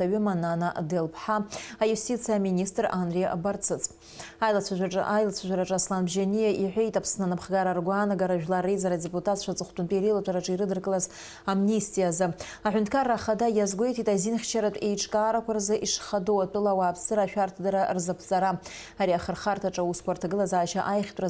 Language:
Abkhazian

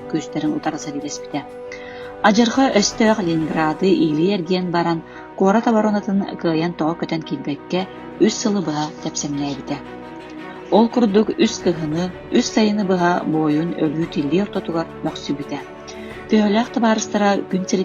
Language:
Yakut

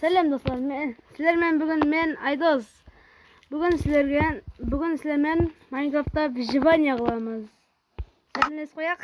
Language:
Kara-Kalpak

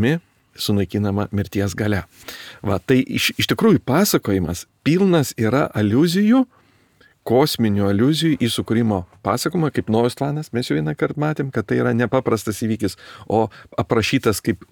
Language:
Lithuanian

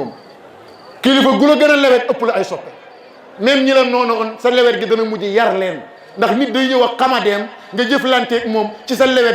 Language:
Wolof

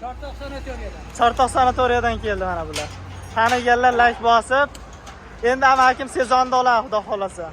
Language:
Uzbek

